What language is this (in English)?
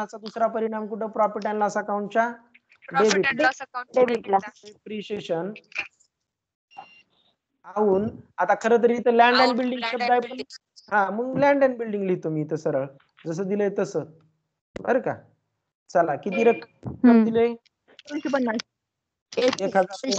Marathi